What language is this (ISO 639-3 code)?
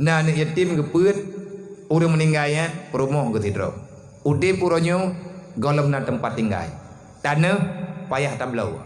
ace